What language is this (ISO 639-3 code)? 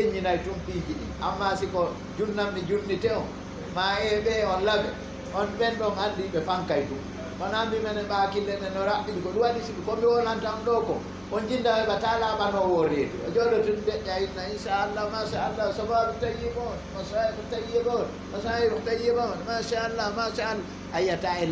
ful